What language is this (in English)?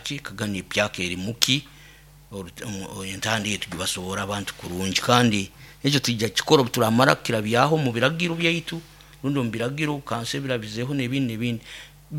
Nyoro